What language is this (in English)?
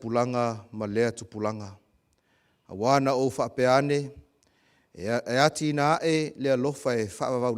Samoan